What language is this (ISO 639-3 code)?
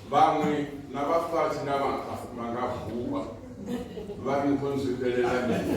ven